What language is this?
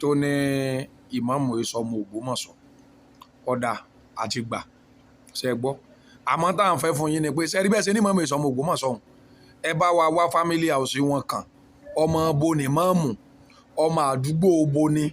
Yoruba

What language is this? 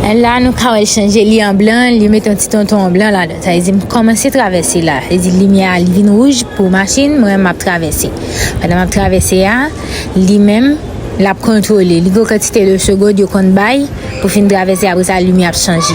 Haitian Creole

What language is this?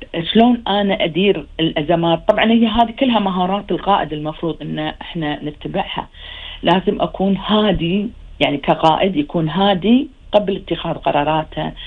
Gulf Arabic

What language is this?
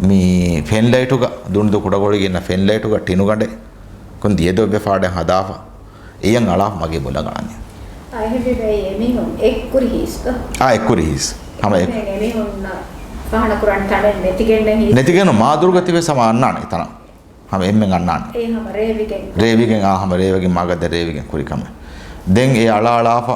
Divehi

